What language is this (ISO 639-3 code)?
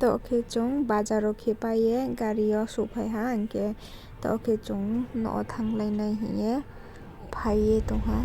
ria